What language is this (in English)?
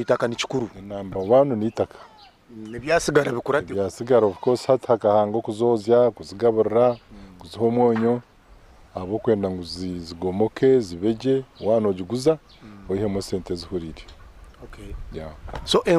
Nyankole